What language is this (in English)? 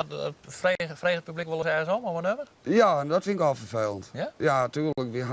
Western Frisian